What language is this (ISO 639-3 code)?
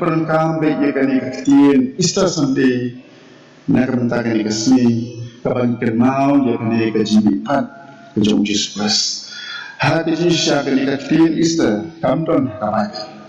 kha